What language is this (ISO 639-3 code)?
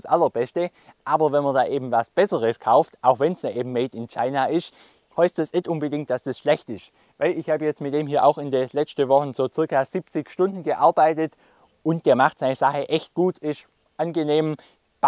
deu